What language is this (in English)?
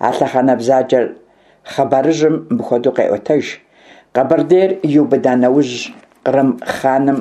Kabardian